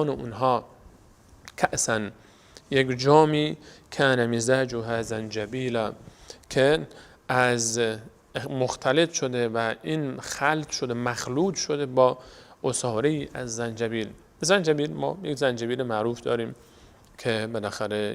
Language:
Persian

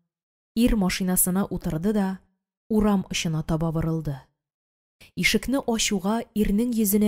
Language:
Tatar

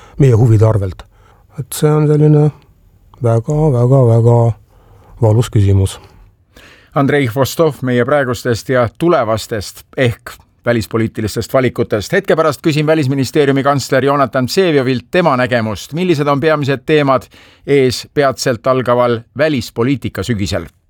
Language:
Estonian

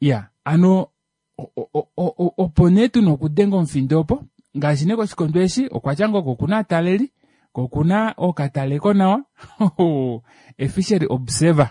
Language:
Kuanyama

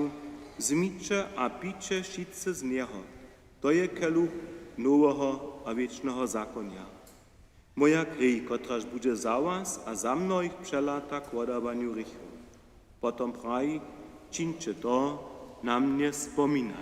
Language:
Upper Sorbian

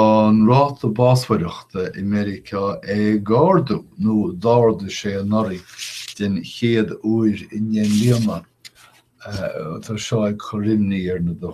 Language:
Irish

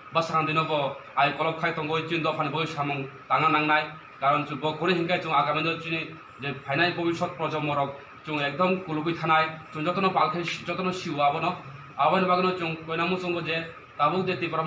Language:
Kok Borok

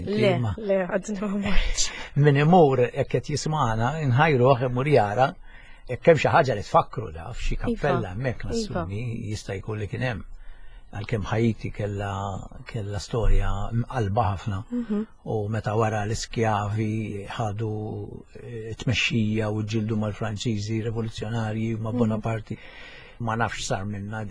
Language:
Maltese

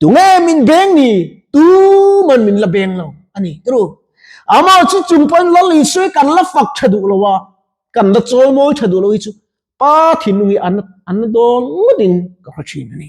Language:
Mizo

